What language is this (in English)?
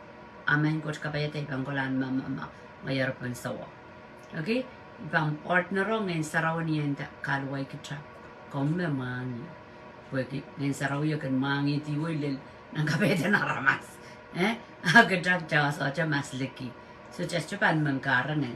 Pohnpeian